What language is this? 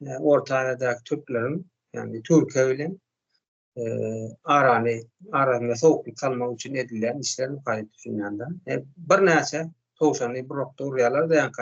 Turkmen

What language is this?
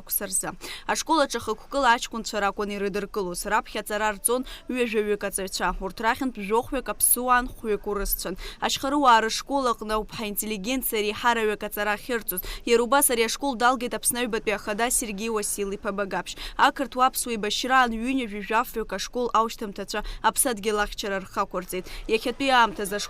Abkhazian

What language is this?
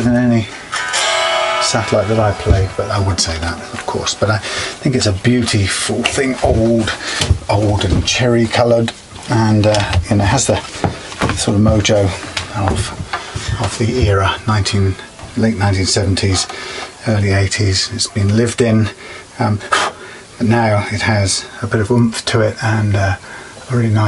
English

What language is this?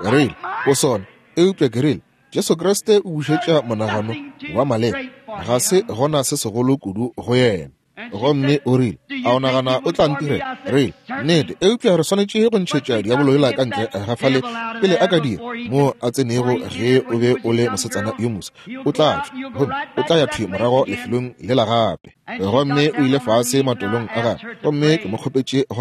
Northern Sotho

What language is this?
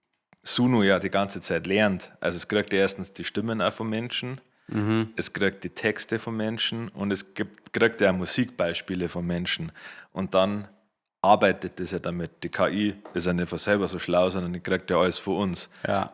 Bavarian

